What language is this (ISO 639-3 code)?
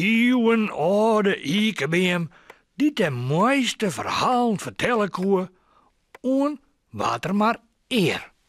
fry